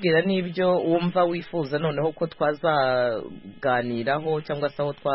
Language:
Kinyarwanda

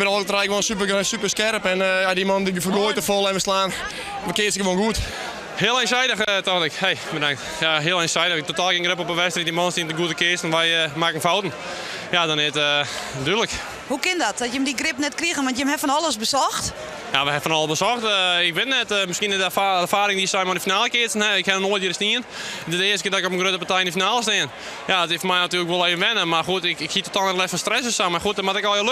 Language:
Western Frisian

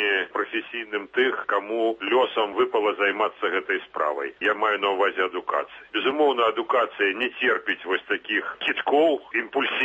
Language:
Belarusian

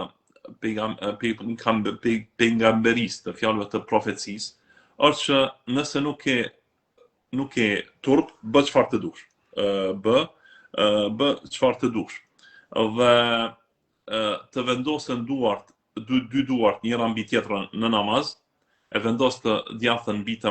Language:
Albanian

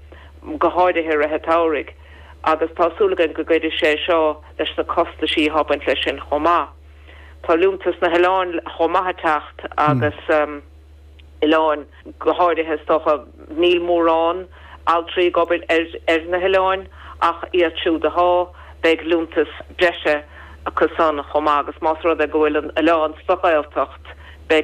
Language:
Irish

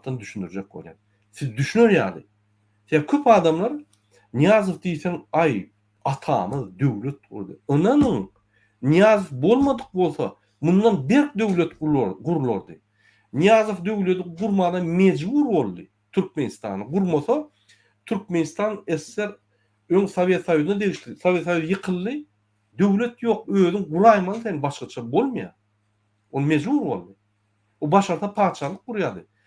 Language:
Turkmen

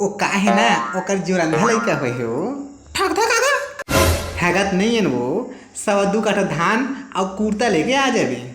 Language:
Chhattisgarhi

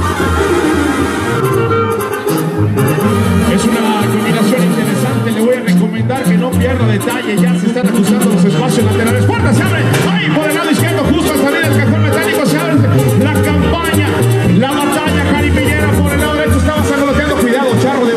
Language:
Spanish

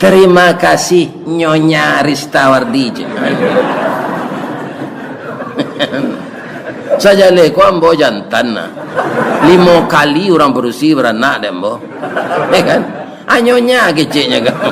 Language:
Minangkabau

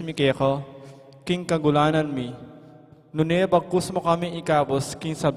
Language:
Pampanga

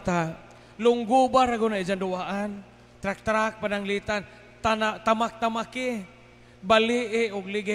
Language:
Cebuano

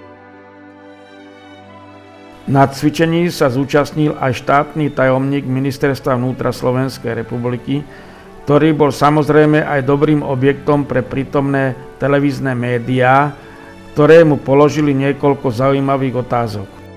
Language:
Slovak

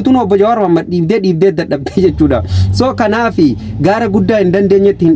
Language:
Oromo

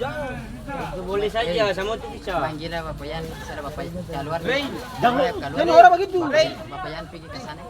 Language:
Ambonese Malay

